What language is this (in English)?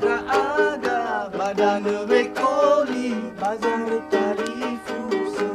Nias